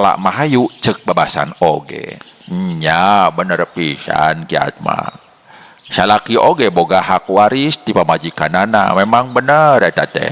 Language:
Sundanese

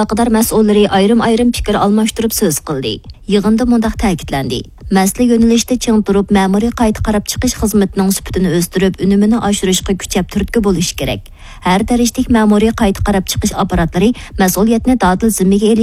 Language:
Uyghur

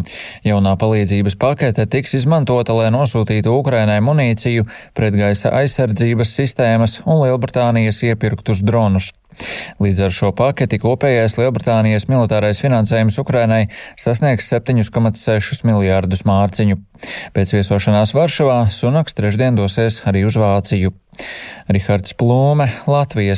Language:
Latvian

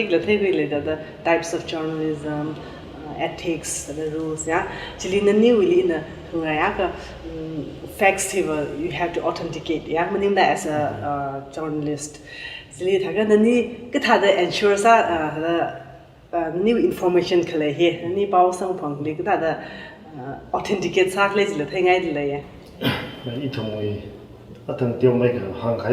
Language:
Tangkhul Naga (India)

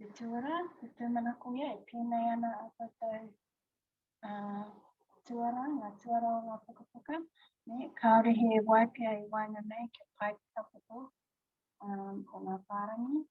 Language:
Māori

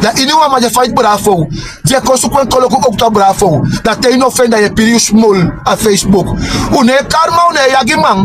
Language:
Sranan Tongo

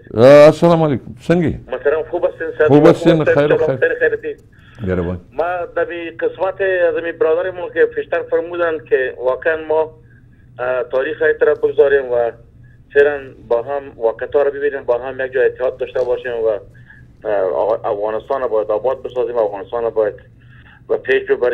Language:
Persian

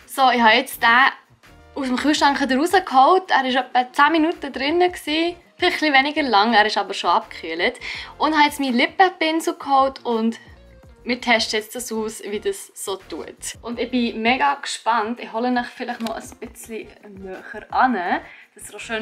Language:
Swiss German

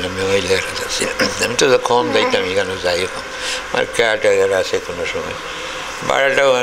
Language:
Sylheti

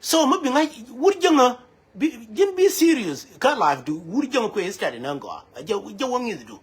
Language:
Nuer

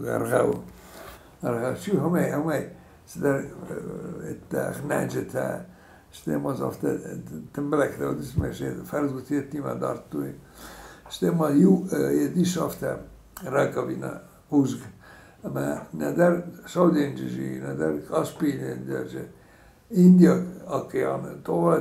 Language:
Ossetic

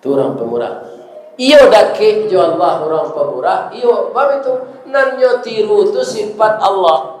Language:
Minangkabau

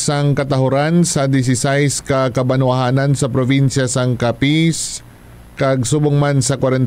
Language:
Hiligaynon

